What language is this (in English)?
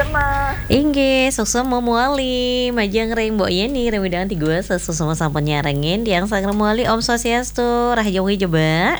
Balinese